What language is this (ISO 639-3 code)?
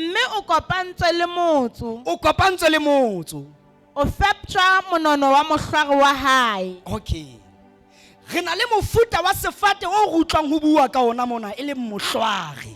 sot